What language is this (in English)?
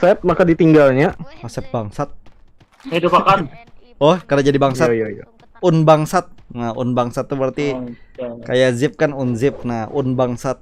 Banjar